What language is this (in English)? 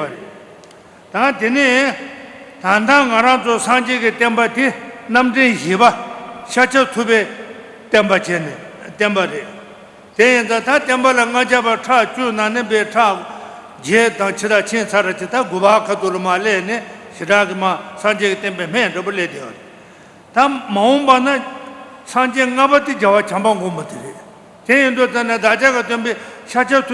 Tibetan